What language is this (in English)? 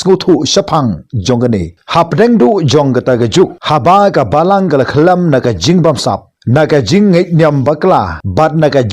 Khasi